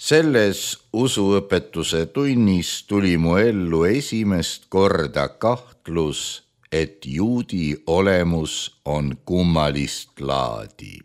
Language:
Estonian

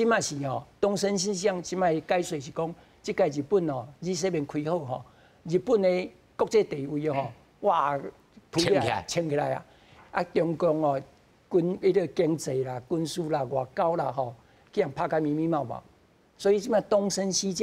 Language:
Min Nan Chinese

